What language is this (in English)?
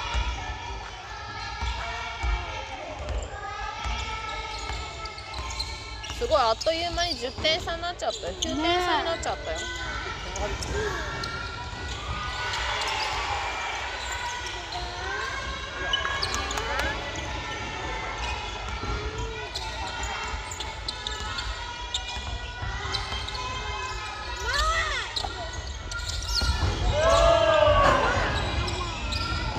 Japanese